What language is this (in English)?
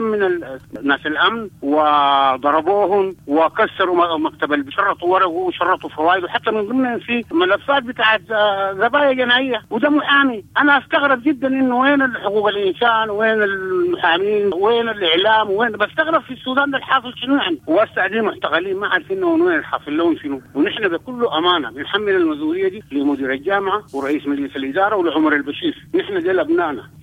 Sudanese Arabic